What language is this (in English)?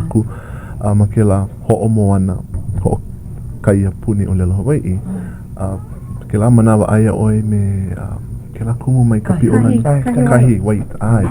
Hawaiian